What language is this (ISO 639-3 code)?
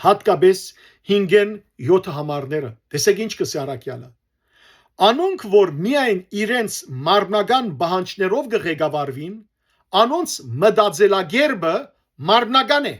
hyw